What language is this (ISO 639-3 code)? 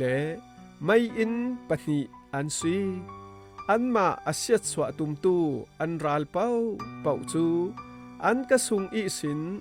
cfm